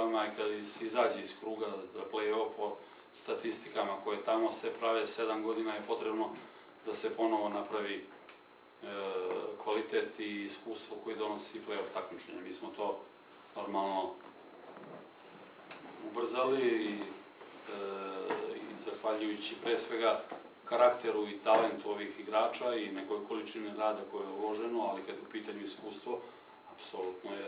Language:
Serbian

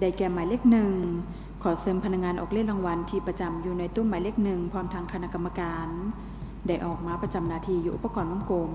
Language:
Lao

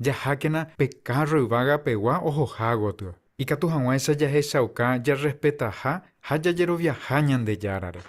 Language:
Guarani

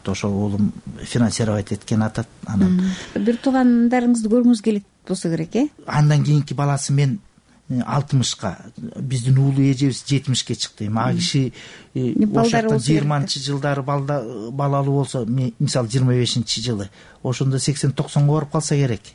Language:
Kyrgyz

